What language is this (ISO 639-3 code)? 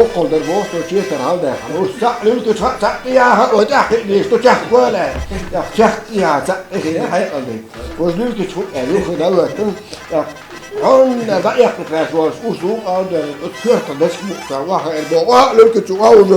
che